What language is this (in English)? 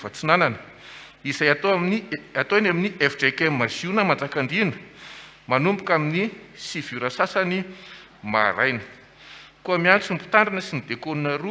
Malagasy